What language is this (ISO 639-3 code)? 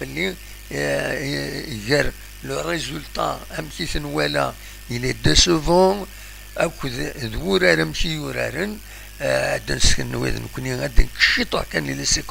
kab